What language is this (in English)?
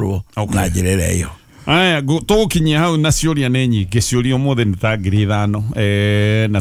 Kikuyu